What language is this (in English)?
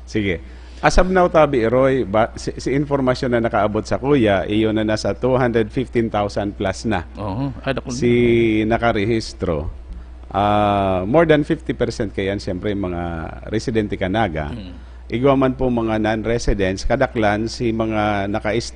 Bikol